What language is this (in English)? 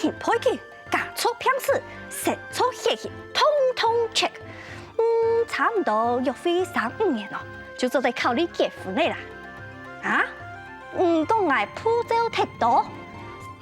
Hakka Chinese